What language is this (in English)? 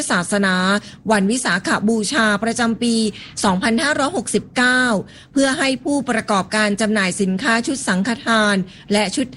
Thai